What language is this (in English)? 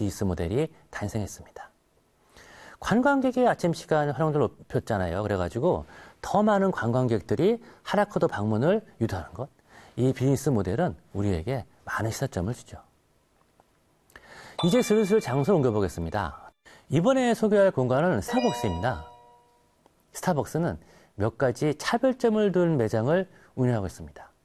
Korean